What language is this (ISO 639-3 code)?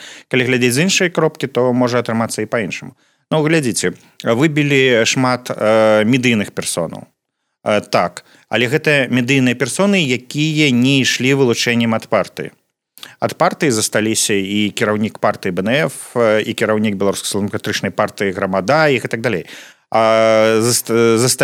bel